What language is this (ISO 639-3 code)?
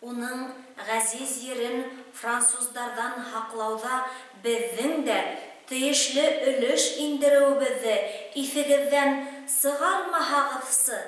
bak